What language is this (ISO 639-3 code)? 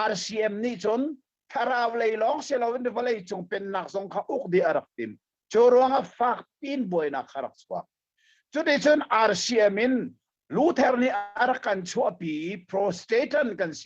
cnh